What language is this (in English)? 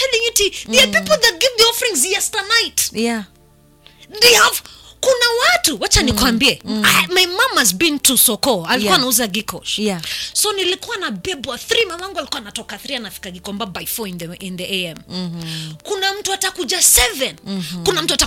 Swahili